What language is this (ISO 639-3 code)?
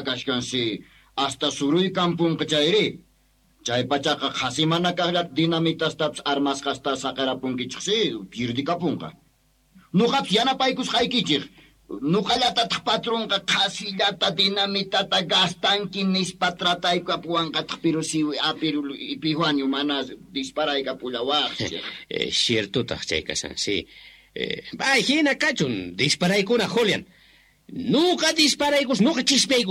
que